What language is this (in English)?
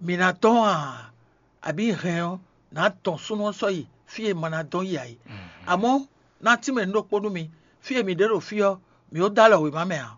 Fon